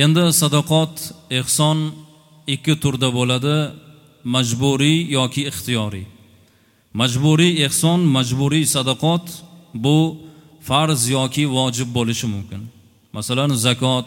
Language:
Uzbek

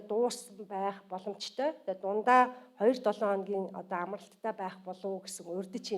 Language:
Mongolian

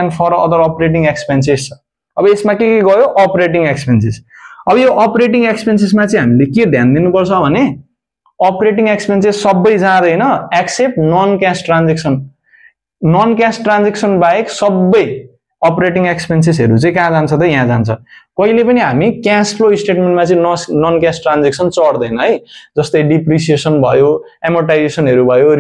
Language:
Nepali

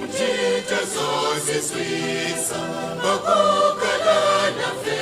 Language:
Nyanja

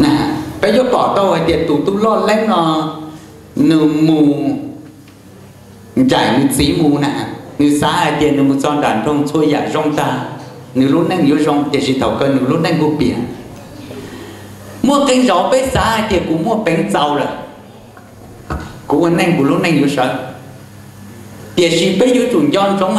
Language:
Vietnamese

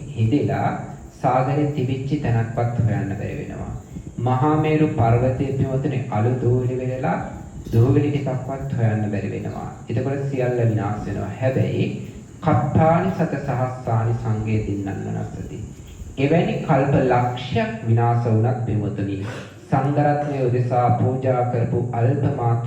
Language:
Sinhala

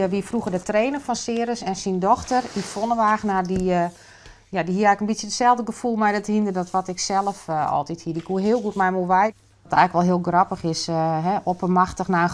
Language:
Western Frisian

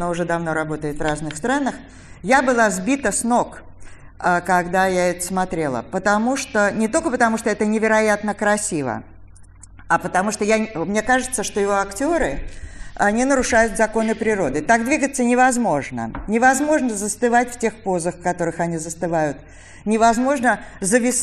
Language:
Russian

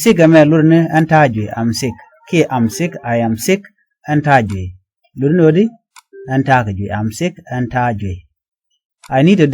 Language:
Nuer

